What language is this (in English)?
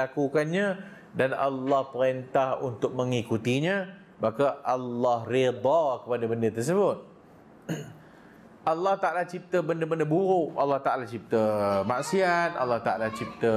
Malay